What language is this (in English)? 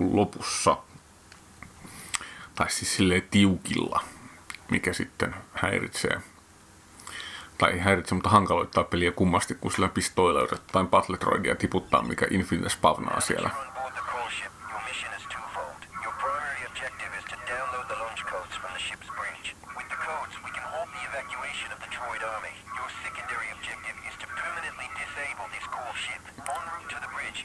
Finnish